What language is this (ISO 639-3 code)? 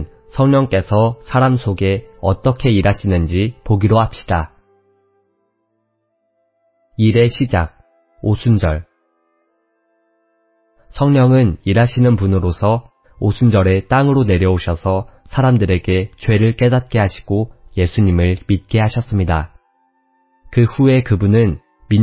kor